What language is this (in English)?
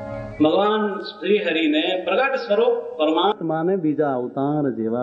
Gujarati